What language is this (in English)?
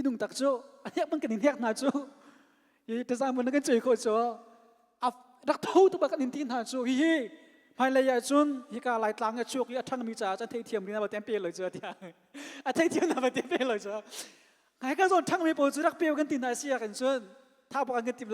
Hakha Chin